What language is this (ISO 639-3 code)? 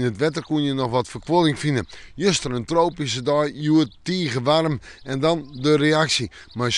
fry